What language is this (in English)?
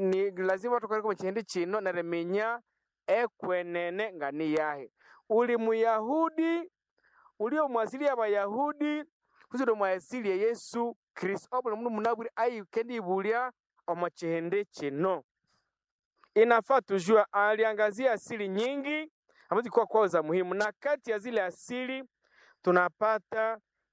Swahili